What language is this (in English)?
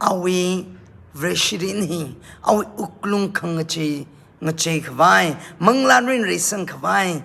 Tangkhul Naga (India)